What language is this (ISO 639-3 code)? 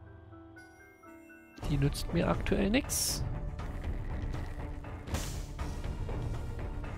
deu